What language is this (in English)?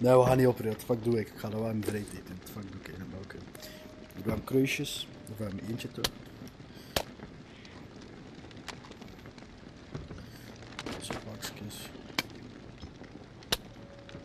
Dutch